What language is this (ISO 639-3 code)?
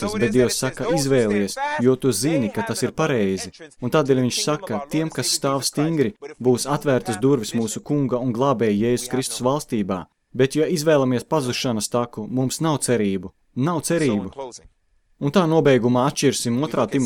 lav